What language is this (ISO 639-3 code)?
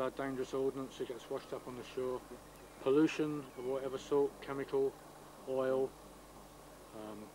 eng